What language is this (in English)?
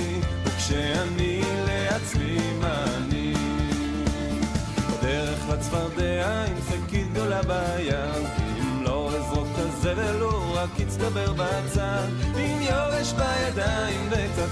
Hebrew